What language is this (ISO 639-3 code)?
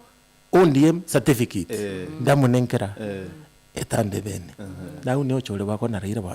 mer